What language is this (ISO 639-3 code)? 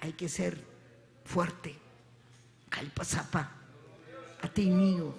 quy